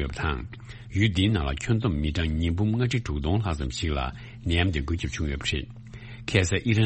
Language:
Tibetan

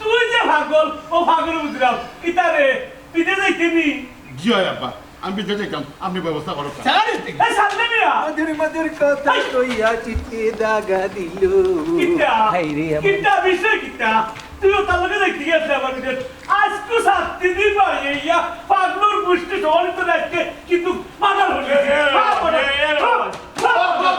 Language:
Sylheti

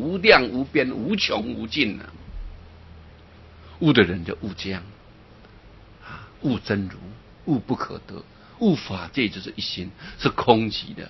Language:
Chinese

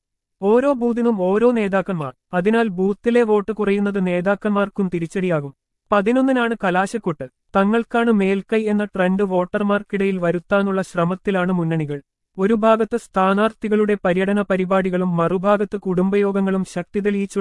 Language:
Malayalam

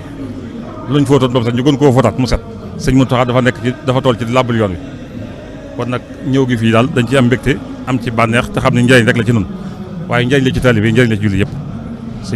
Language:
Wolof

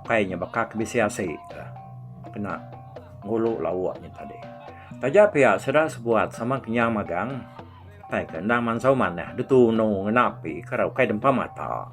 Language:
Iban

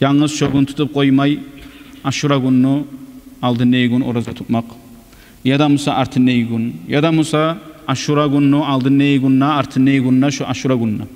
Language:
Kumyk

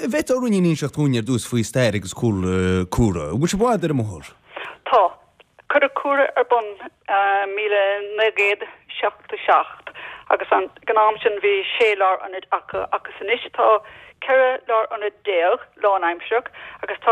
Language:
Irish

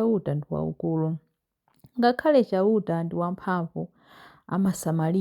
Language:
Nyanja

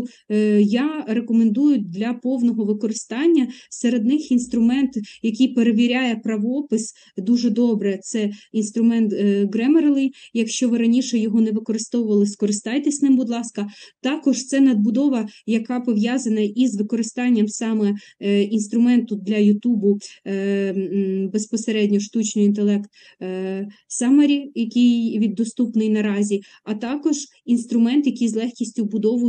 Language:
Ukrainian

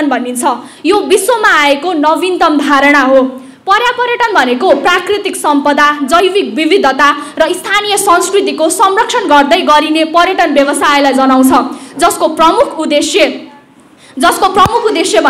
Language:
Nepali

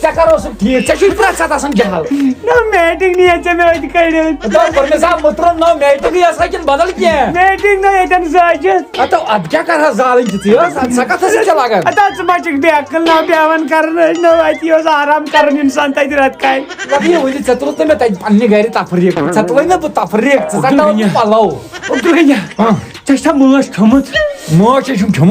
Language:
Kashmiri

